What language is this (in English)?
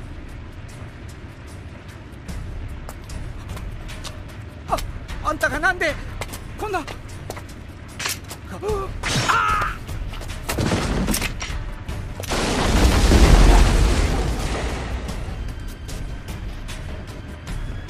Japanese